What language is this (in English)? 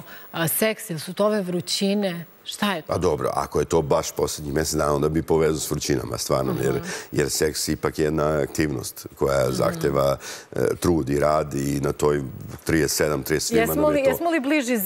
Serbian